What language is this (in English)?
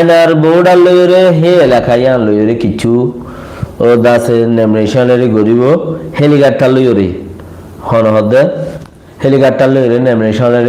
Rohingya